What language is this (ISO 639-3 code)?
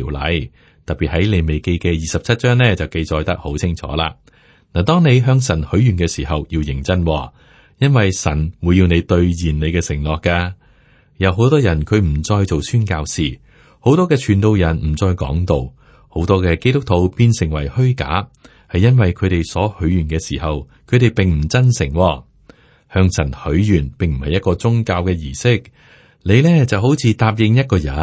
yue